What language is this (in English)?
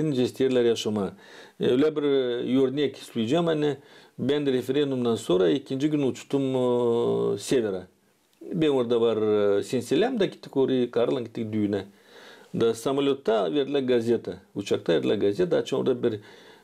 Gagauz